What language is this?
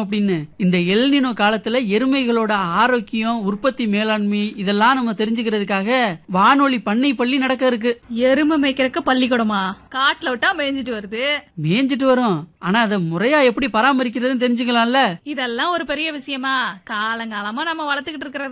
Tamil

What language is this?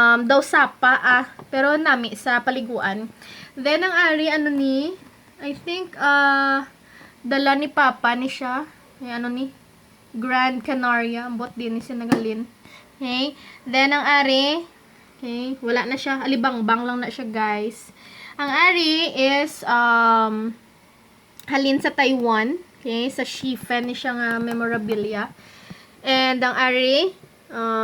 Hiligaynon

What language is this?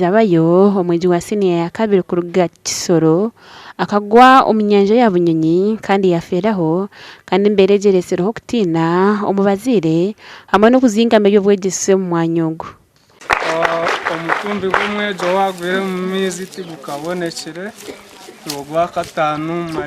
Nyankole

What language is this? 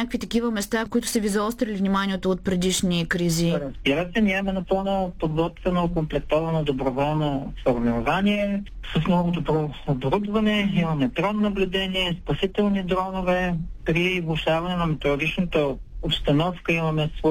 Bulgarian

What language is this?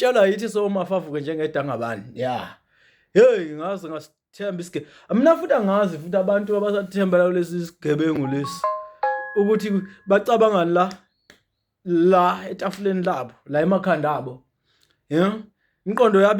Zulu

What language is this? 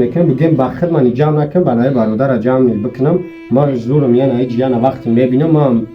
Tajik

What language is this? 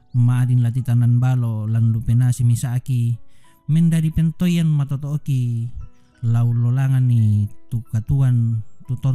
Toraja-Sa'dan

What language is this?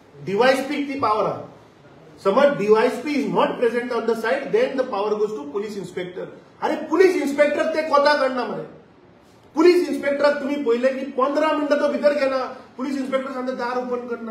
Konkani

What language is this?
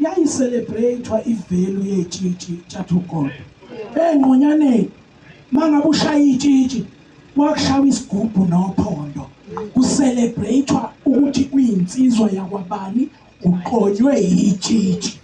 Zulu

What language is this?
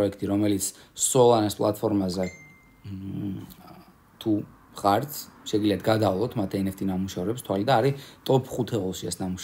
Georgian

